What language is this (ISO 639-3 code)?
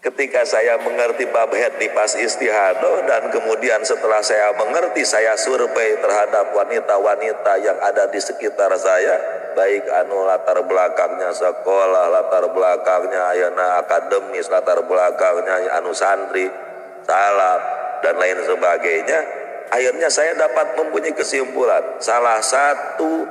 sun